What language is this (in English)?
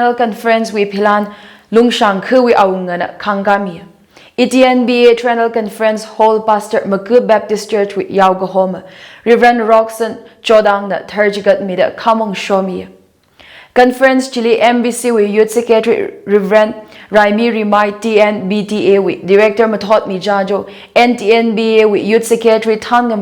Tangkhul Naga (India)